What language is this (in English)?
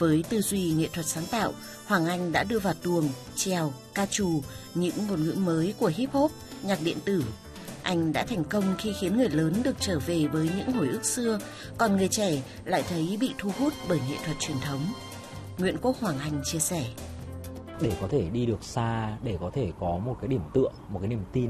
Vietnamese